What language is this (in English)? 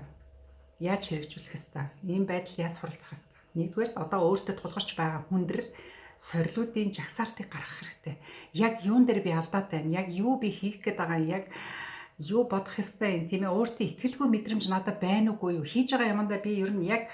Mongolian